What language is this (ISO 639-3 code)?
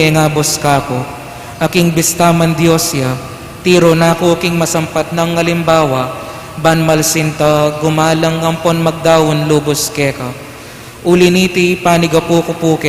pam